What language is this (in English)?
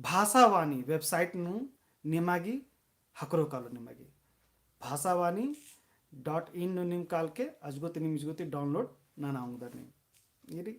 Kurukh